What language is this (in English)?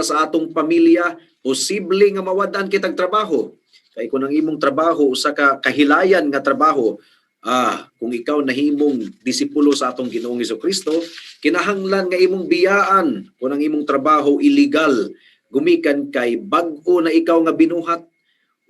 Cebuano